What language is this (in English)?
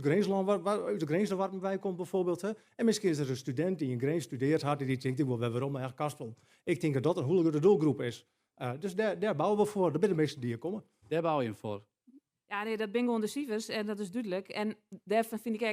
Western Frisian